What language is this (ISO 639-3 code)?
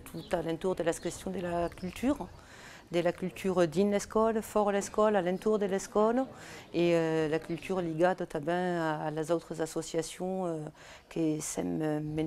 oci